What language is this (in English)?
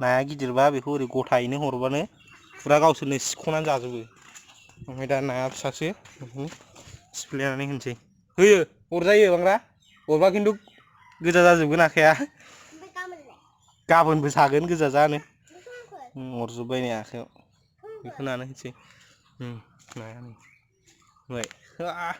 Bodo